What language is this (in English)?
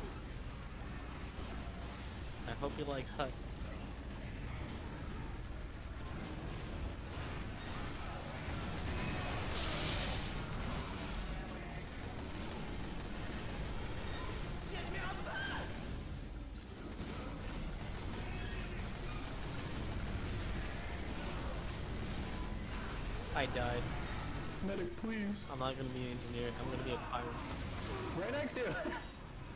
English